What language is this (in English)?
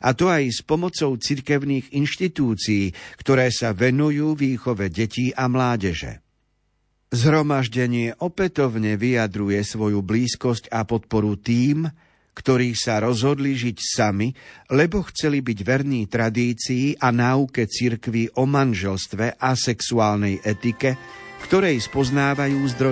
Slovak